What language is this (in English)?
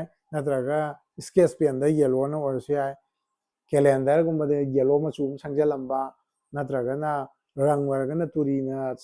Manipuri